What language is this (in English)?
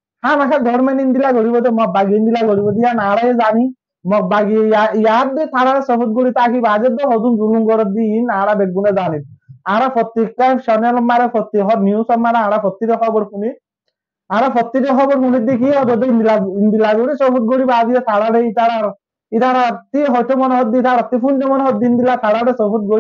Rohingya